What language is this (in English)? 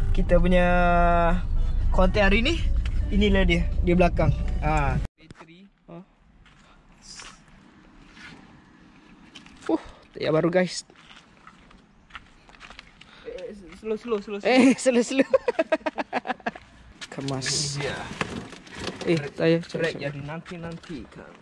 Malay